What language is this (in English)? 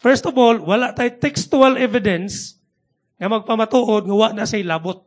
Cebuano